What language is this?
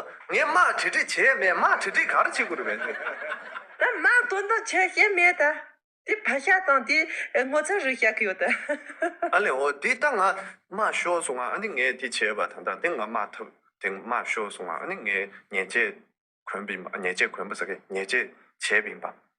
Tibetan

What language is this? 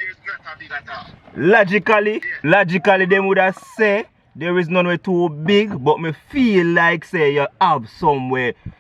Jamaican Creole English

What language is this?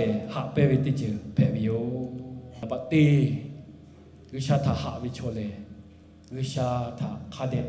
Lahu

